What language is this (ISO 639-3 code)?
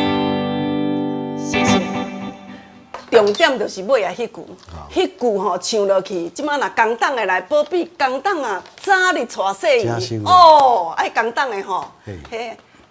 nan